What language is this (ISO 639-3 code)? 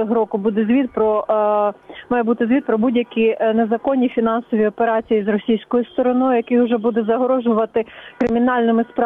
ukr